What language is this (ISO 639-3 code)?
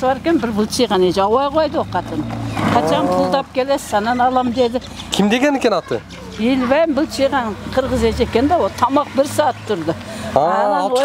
kir